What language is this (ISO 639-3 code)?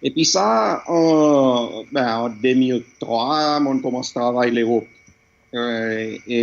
crs